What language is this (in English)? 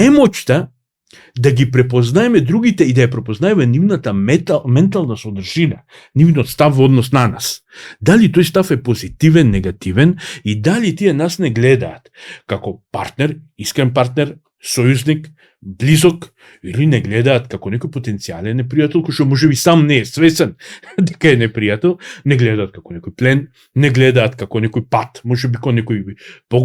Macedonian